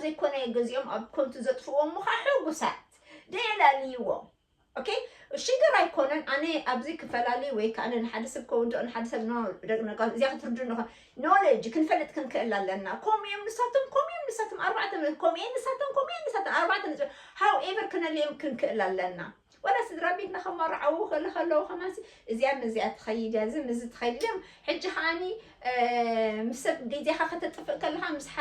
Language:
Tigrinya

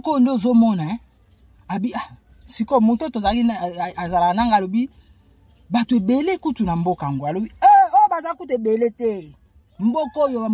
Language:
Lingala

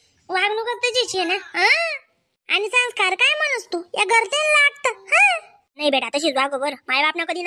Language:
Khandesi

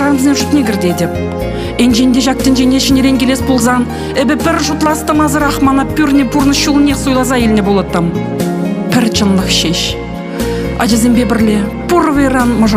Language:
Chuvash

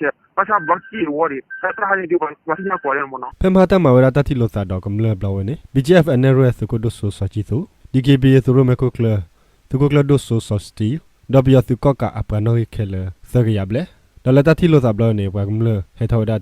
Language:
S'gaw Karen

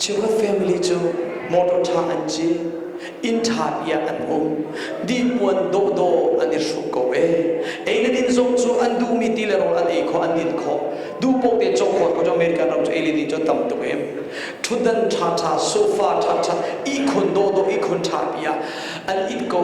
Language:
Hakha Chin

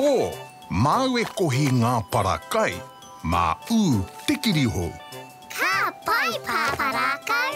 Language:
Māori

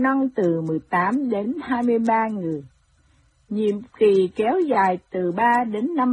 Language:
Vietnamese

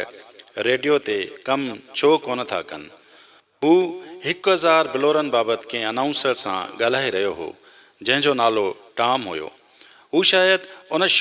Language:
Sindhi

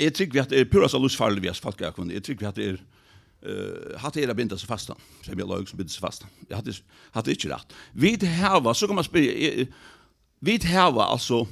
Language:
Faroese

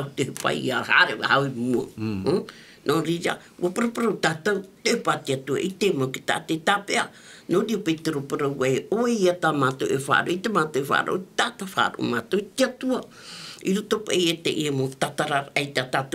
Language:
Tahitian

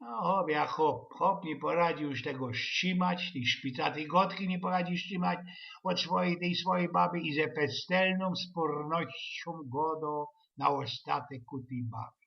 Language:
Silesian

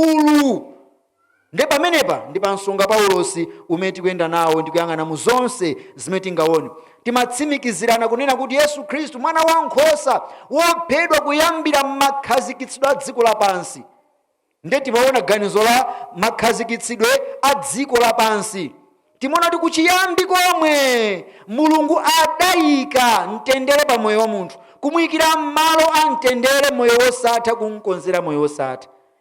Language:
Nyanja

